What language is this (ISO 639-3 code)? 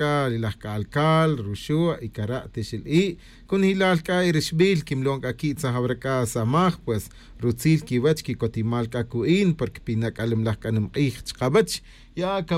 tzj